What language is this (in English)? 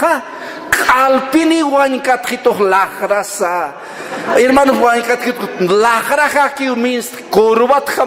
Aymara